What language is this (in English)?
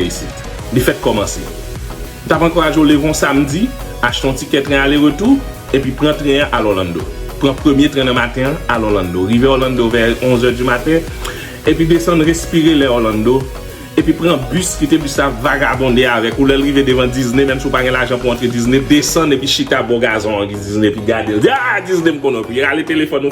Haitian Creole